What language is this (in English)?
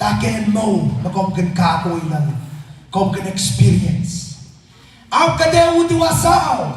Pohnpeian